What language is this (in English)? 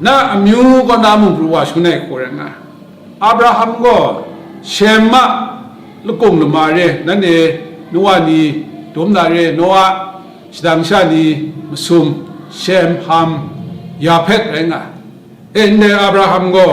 Kachin